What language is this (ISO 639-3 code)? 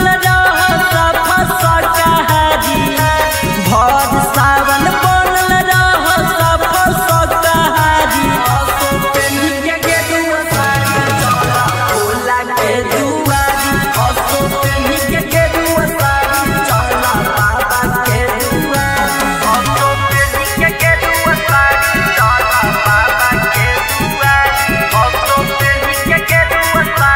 bho